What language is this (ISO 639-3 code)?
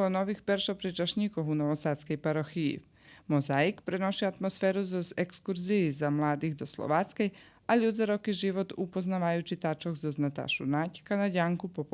rue